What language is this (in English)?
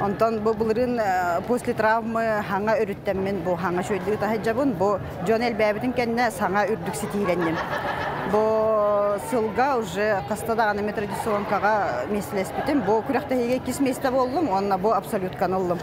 Yakut